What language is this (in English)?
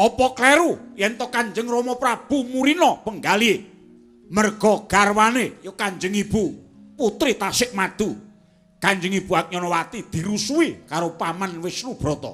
Javanese